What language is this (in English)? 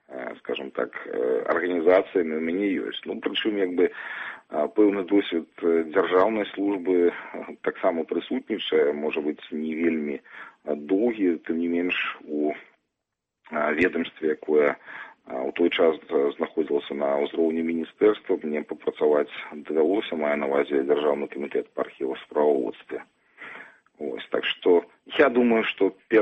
Belarusian